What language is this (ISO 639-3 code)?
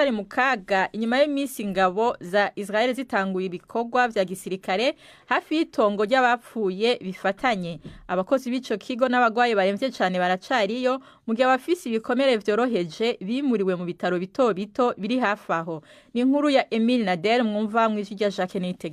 run